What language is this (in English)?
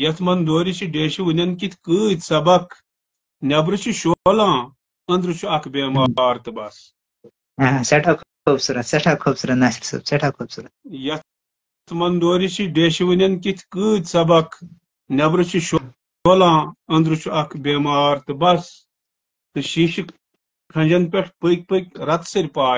Kashmiri